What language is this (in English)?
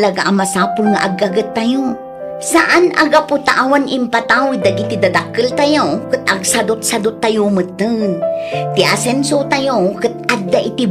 Iloko